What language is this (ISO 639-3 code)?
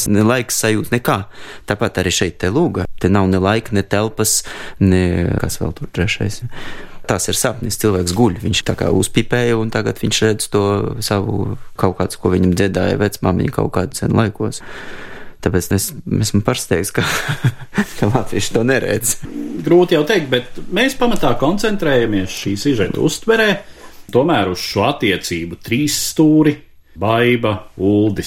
lav